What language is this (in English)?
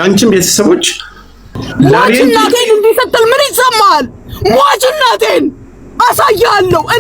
Amharic